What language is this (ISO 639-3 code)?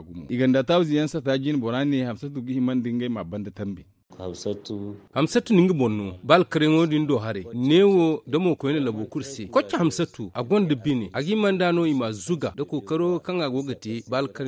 dje